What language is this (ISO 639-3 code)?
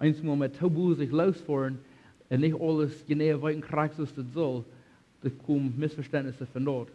pdt